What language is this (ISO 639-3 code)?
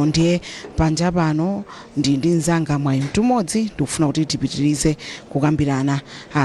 nya